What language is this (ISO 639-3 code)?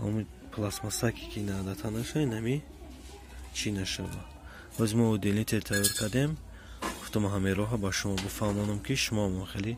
tgk